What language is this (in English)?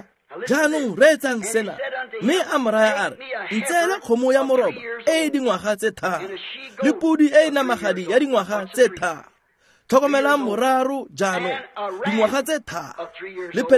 Tswana